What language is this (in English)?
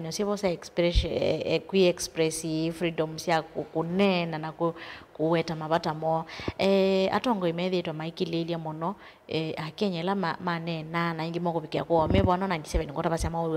Kamba